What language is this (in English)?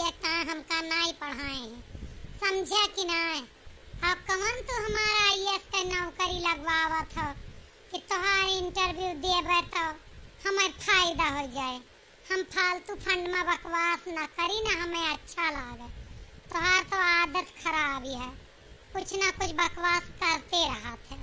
Awadhi